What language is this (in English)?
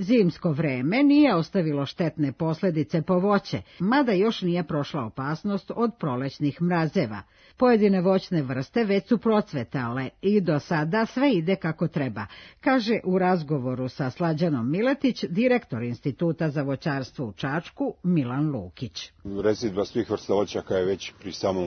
Serbian